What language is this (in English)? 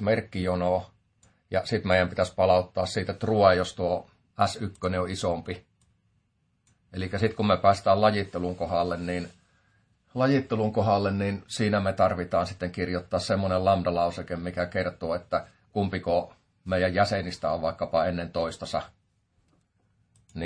Finnish